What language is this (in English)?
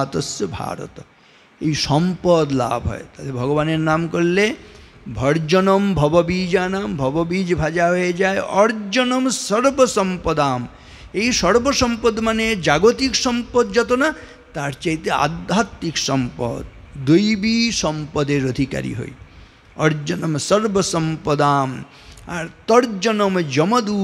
Bangla